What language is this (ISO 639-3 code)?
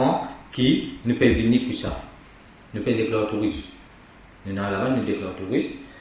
mfe